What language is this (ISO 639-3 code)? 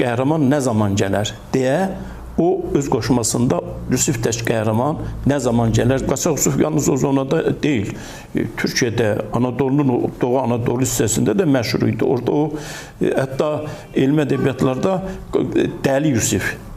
aze